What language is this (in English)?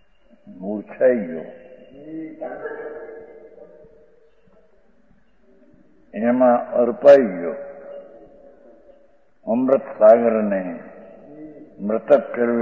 Gujarati